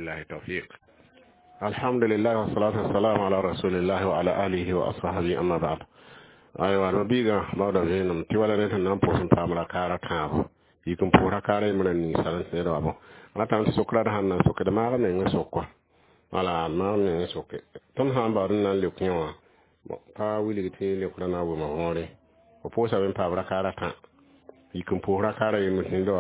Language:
Mossi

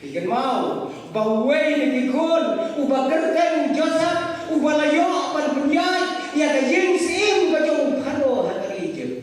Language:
Khasi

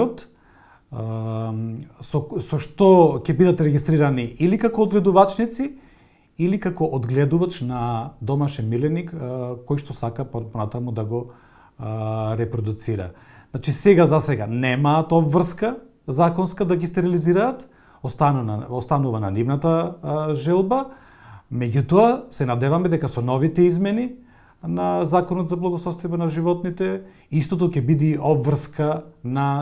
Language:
Macedonian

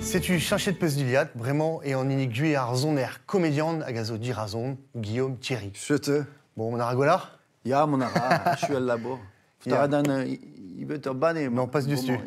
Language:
Breton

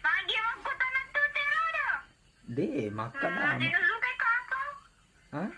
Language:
Buginese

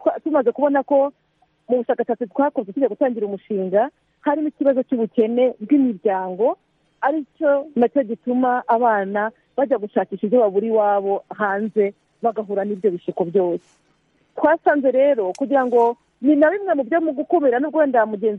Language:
Kinyarwanda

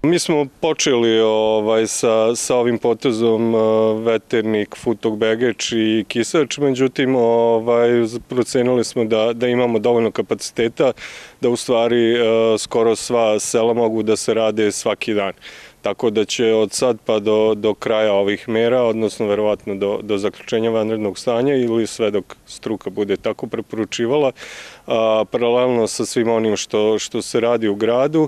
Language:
Serbian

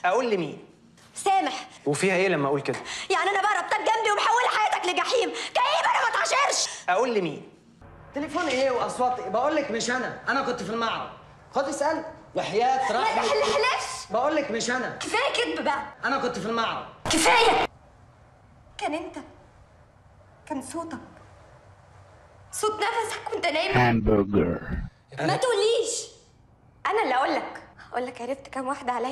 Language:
Egyptian Arabic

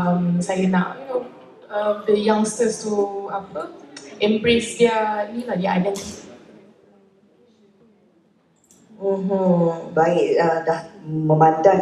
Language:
Malay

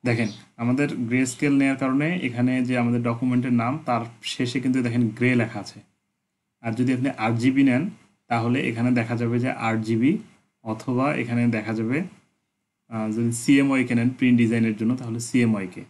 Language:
Bangla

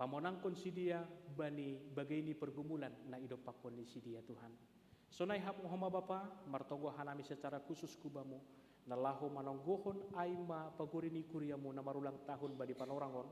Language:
Batak Simalungun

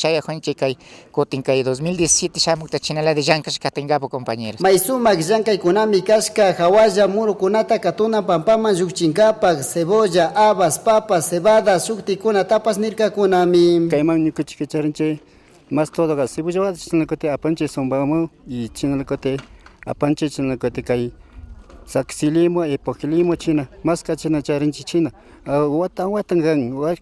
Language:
Chimborazo Highland Quichua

